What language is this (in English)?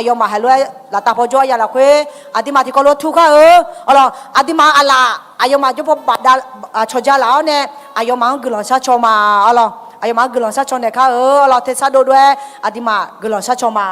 Akha